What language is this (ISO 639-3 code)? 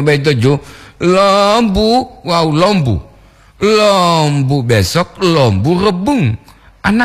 gor